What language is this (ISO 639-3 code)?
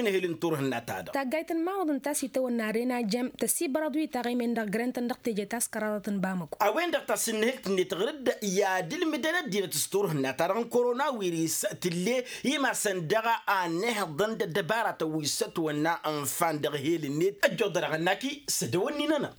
taq